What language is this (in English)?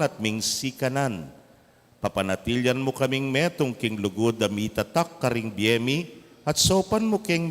Pampanga